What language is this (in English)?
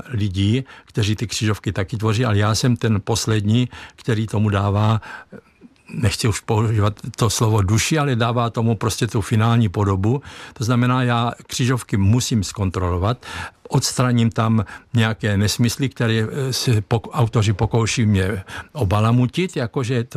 Czech